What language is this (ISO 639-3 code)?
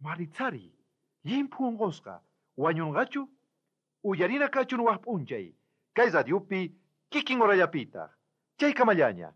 quh